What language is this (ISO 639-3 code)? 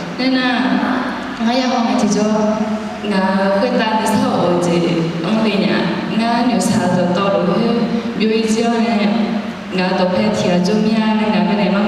ahk